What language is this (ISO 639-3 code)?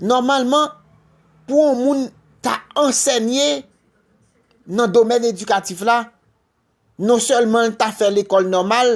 hat